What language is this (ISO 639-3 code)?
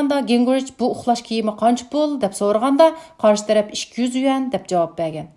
uig